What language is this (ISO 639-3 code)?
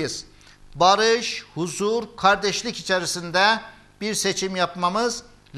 tur